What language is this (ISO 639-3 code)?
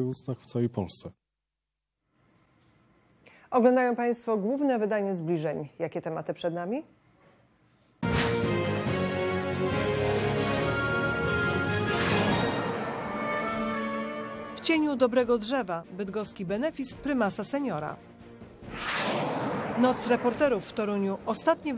pol